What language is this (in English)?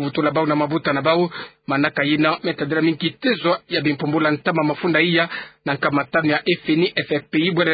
Kituba (Democratic Republic of Congo)